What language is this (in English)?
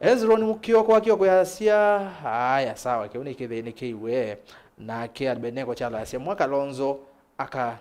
Kamba